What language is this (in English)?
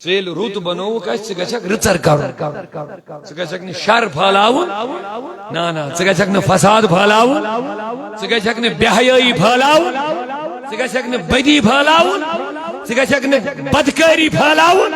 Kashmiri